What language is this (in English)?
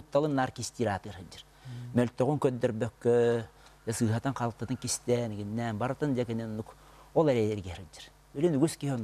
Yakut